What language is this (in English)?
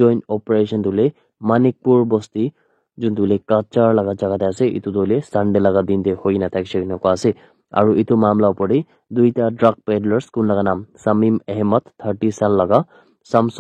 Naga Pidgin